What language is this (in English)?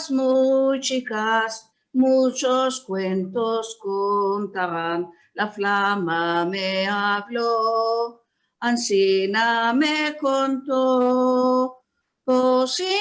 Ladino